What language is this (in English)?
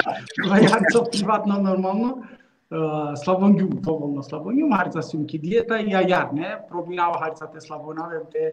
Balkan Romani